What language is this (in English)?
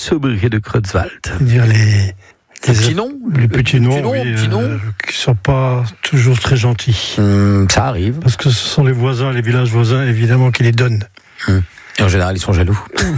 French